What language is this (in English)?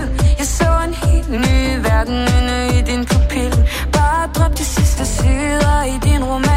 Danish